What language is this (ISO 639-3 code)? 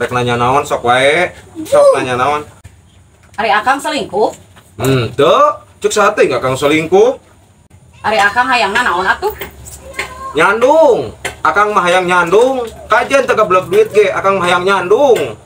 sun